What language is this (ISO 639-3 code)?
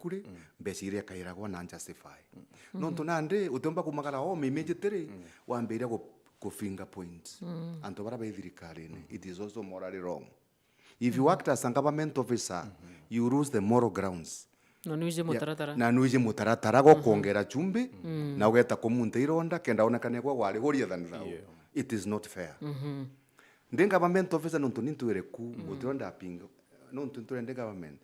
mer